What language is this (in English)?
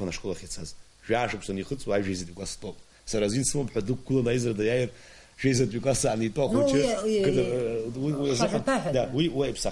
Abkhazian